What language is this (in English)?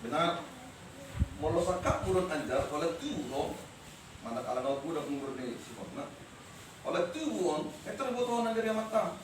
Batak Toba